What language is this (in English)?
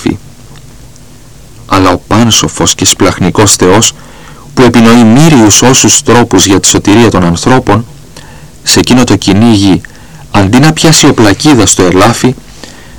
Greek